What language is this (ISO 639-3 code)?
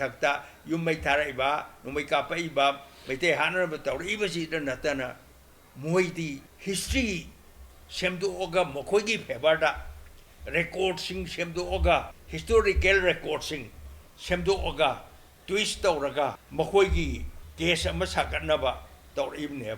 mni